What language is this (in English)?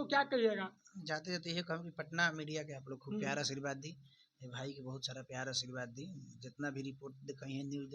Bhojpuri